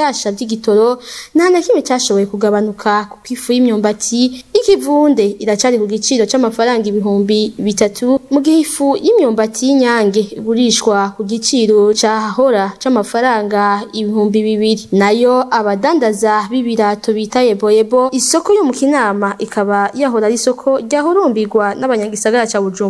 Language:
Rundi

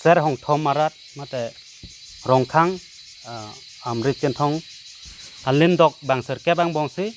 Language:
Karbi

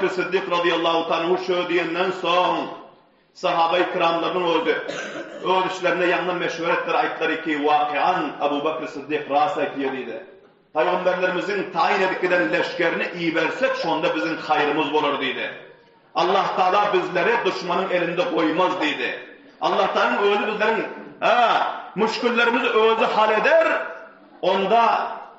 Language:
Turkmen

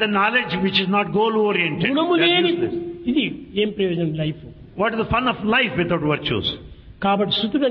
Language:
Telugu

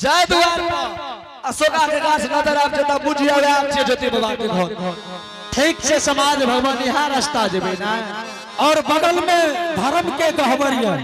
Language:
Angika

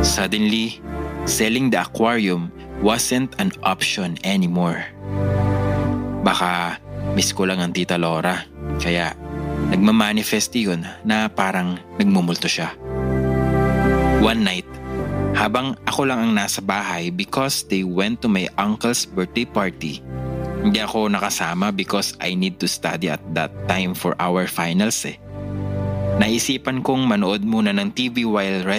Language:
Filipino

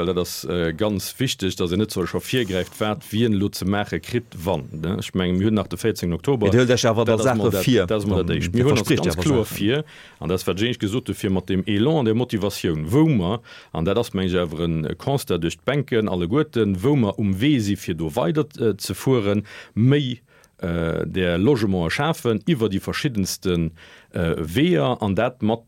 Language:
Luxembourgish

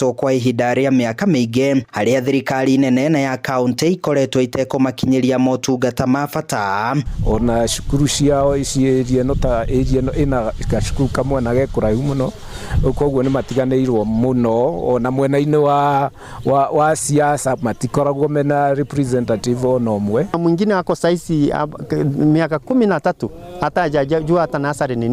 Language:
Kikuyu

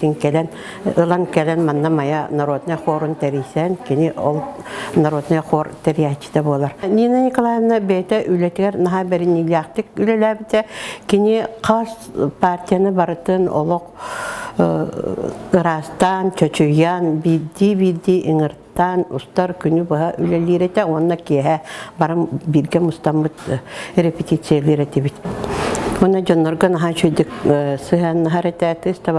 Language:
Yakut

